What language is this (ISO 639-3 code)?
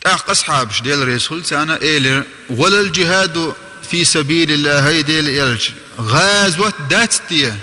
che